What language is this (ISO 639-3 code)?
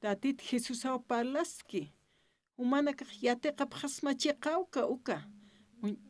aym